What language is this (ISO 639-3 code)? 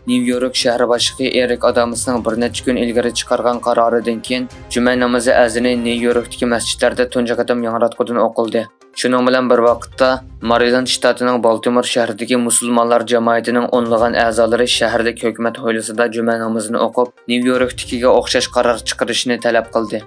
uig